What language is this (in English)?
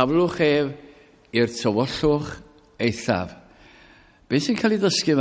Welsh